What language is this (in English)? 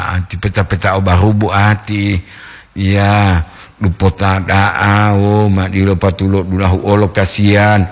Gorontalo